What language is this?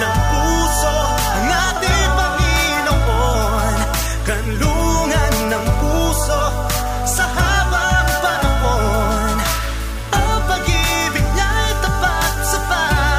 Filipino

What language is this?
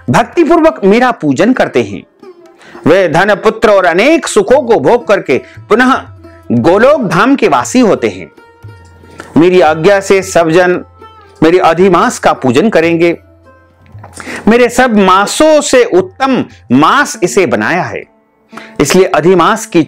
Hindi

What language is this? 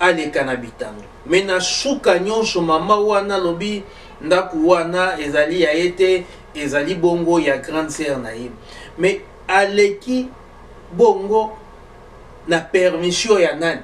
Lingala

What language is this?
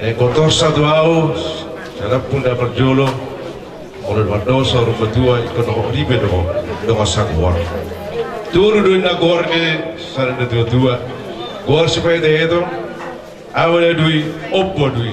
Batak Toba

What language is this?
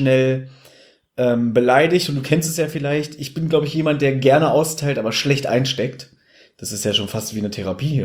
German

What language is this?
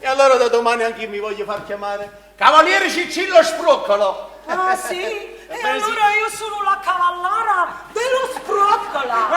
Neapolitan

